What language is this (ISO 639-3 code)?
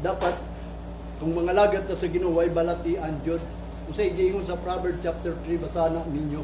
ceb